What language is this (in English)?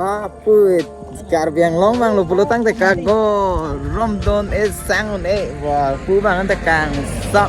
Karbi